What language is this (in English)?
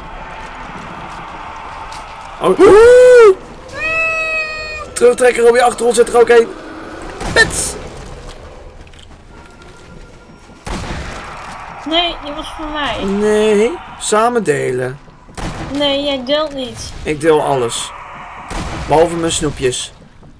Dutch